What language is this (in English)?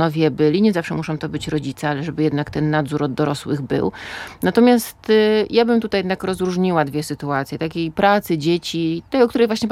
Polish